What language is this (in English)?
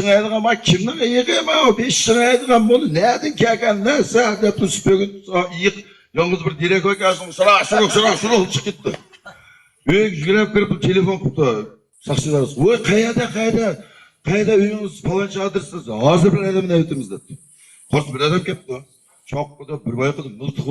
Uyghur